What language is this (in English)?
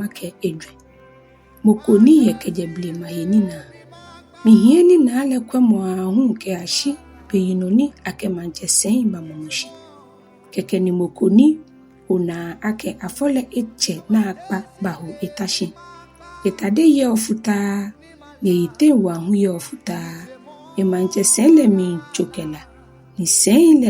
Ga